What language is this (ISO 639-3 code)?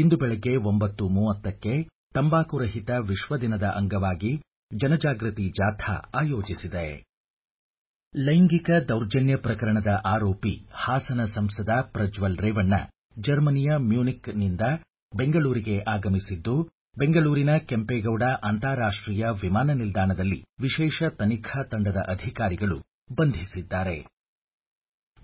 kan